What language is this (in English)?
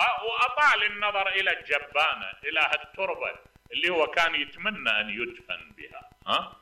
Mesopotamian Arabic